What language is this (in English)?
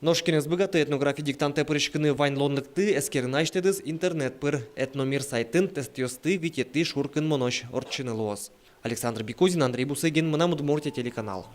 Udmurt